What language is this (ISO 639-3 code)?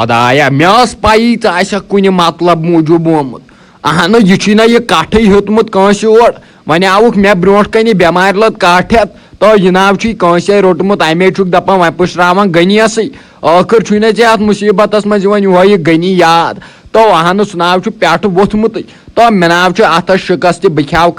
kas